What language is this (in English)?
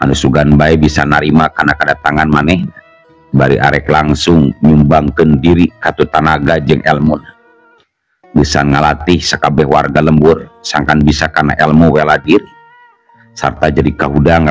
Sundanese